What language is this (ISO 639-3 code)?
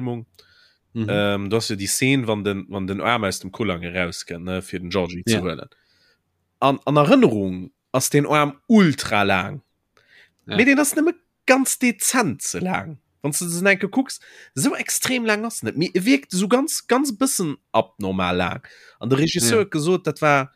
ltz